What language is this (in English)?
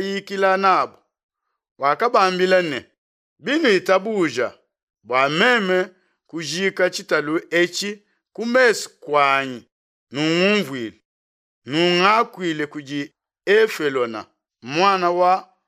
Luba-Lulua